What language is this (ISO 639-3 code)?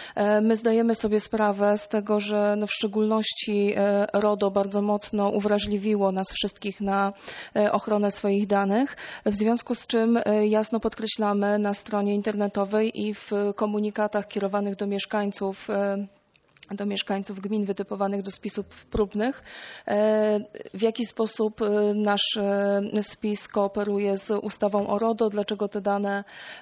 pol